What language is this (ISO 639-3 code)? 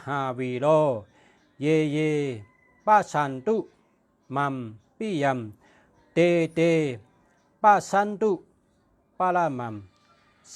shn